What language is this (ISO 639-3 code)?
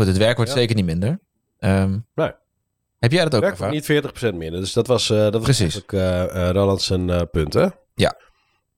nld